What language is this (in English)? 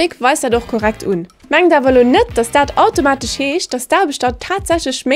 Luxembourgish